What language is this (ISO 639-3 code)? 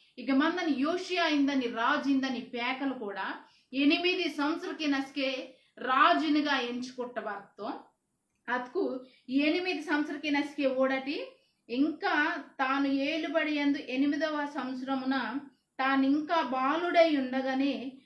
kff